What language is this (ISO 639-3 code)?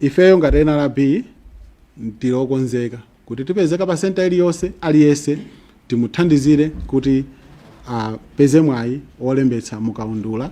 nya